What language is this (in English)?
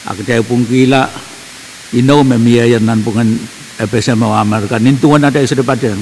Pohnpeian